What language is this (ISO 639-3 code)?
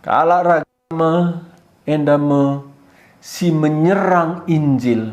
btx